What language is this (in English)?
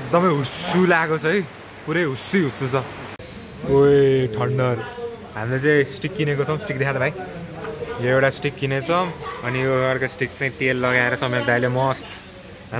Nepali